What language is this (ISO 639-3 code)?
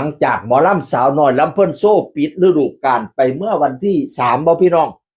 tts